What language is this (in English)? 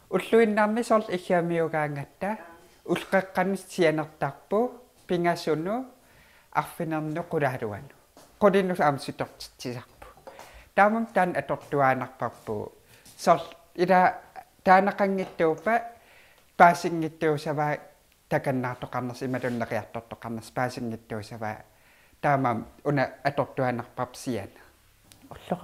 Kalaallisut